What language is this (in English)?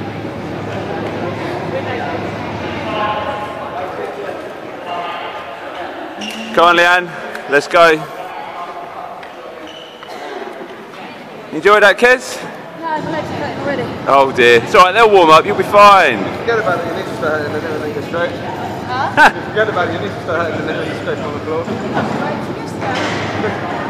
English